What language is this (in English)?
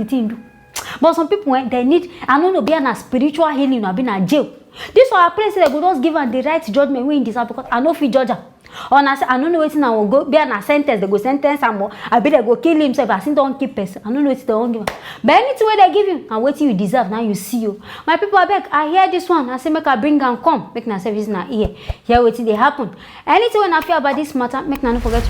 Nigerian Pidgin